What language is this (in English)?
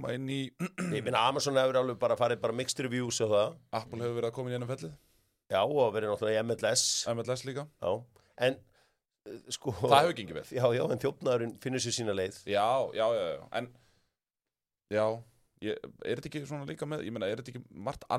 Icelandic